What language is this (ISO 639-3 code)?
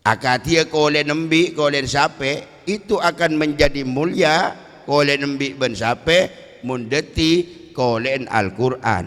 mad